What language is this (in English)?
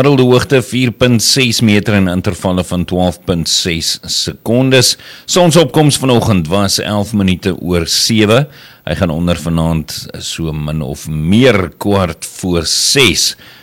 Afrikaans